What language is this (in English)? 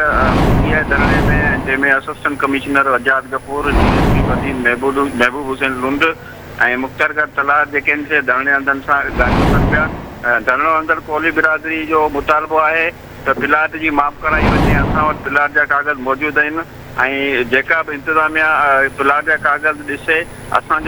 Sindhi